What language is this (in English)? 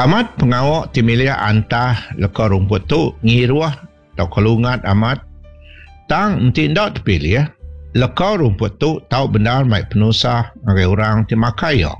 Iban